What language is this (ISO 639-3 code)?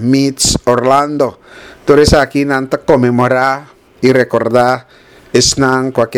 pap